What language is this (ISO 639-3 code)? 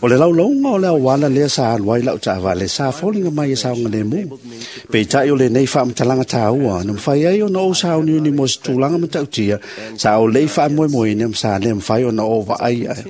smo